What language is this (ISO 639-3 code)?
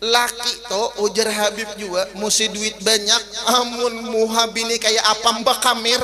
bjn